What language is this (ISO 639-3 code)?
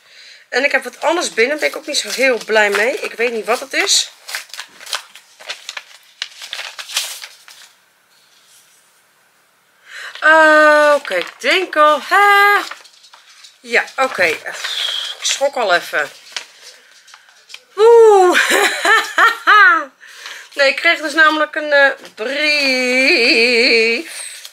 nld